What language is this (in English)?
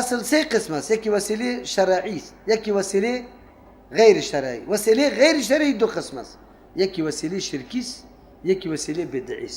Persian